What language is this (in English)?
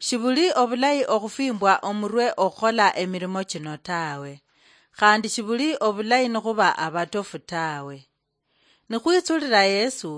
Luyia